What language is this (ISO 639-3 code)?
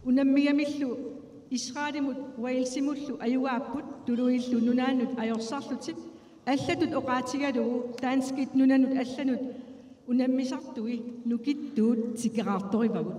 kal